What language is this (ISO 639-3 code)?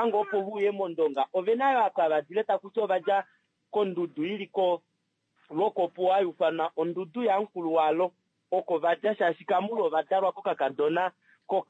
kua